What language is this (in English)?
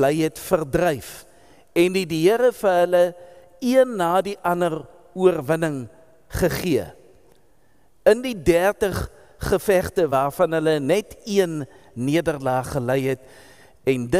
Afrikaans